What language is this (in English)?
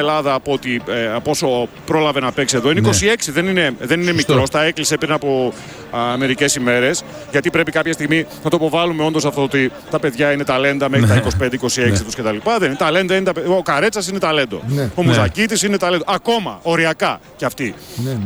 Greek